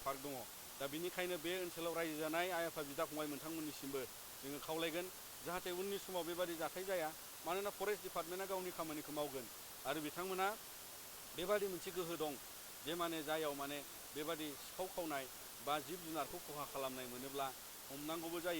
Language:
Bodo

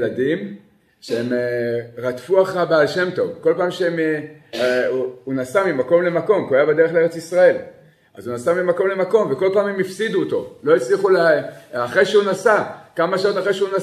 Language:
Hebrew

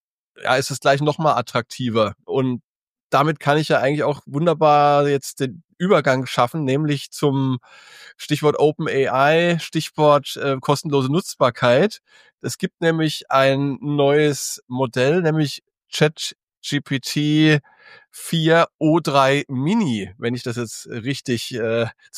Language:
German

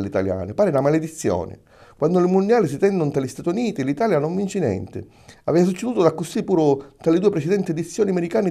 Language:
Sicilian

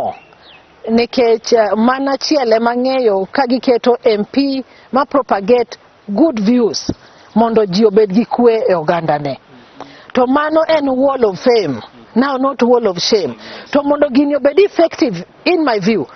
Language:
Luo (Kenya and Tanzania)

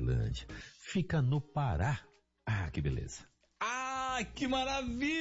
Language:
Portuguese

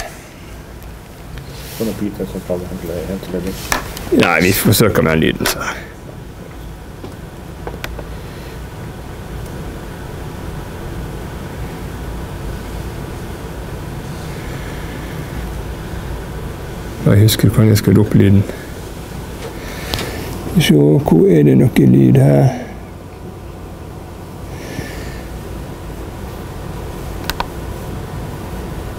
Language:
Norwegian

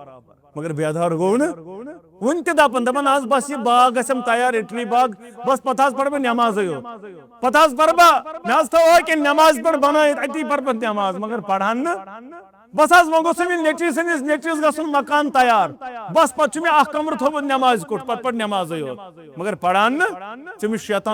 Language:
Kashmiri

